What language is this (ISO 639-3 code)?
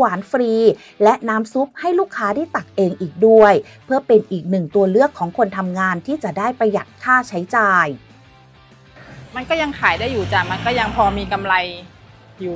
tha